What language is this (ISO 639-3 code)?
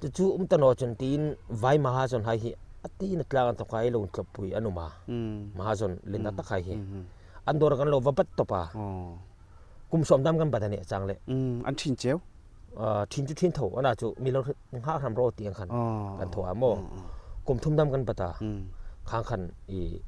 hmr